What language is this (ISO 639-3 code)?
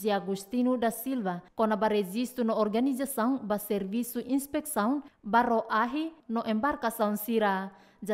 tet